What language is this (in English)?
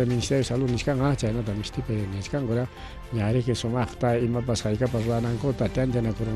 Ayacucho Quechua